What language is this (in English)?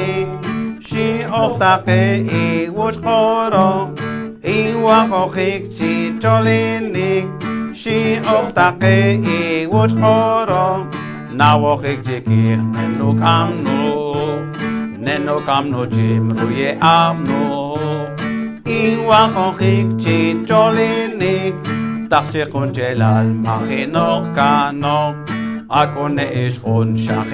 Poqomchi'